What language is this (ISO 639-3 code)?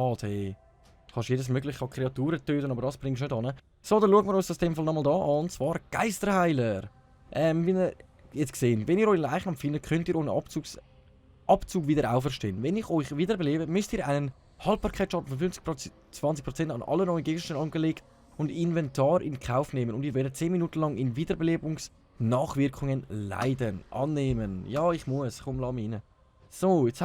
gsw